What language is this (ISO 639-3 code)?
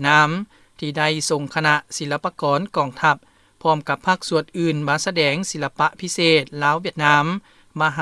lao